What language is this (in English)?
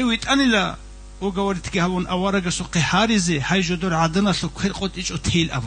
Avaric